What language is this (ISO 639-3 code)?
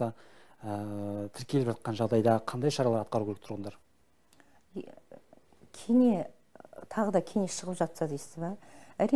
kaz